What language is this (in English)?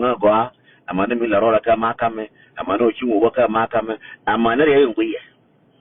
Nuer